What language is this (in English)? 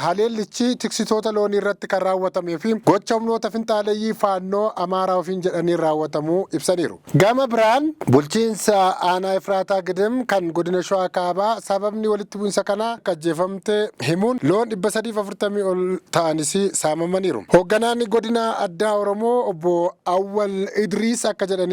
Oromo